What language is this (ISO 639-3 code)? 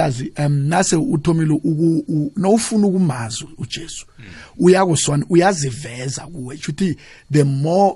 nbl